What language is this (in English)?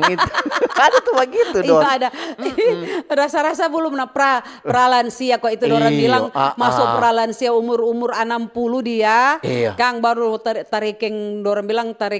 Manado Malay